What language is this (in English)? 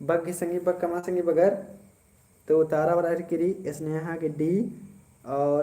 Kurukh